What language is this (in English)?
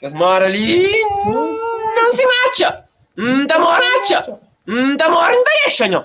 Kabuverdianu